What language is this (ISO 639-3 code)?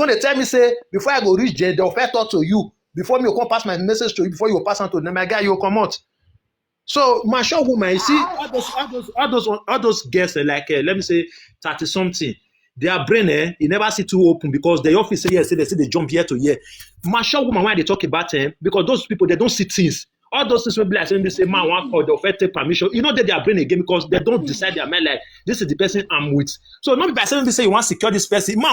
pcm